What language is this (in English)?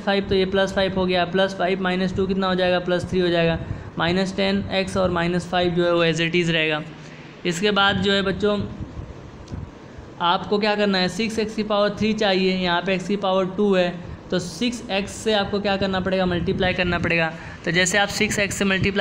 Hindi